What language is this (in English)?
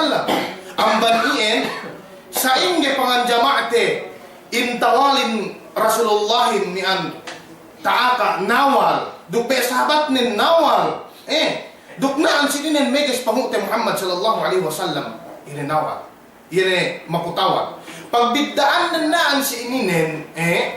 Yakan